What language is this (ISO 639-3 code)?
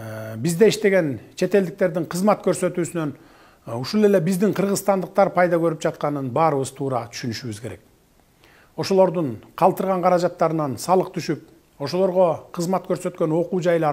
kir